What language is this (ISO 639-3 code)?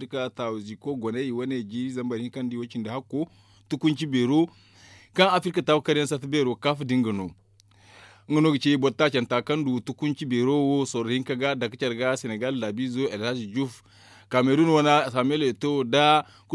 dje